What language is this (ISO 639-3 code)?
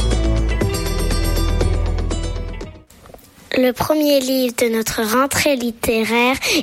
fra